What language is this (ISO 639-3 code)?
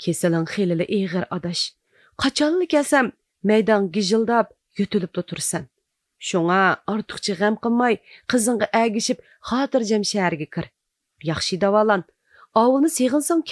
uig